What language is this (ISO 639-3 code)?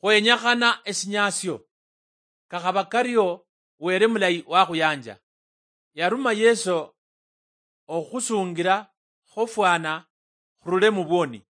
luy